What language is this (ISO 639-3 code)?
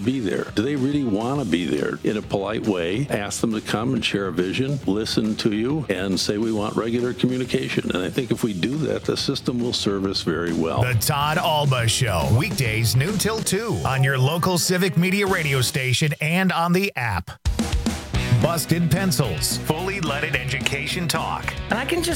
eng